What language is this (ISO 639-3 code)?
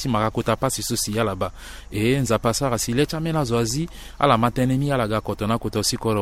sag